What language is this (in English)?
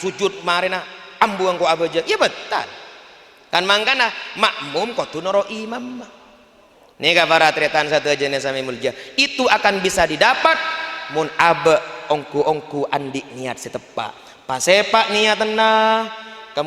Madurese